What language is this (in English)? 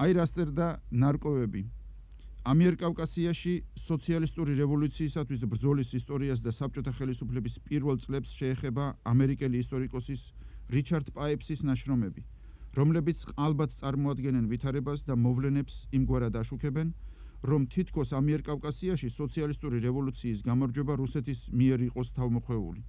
Georgian